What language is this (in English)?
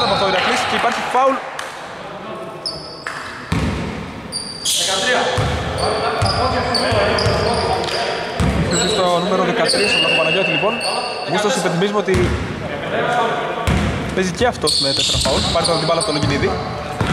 Greek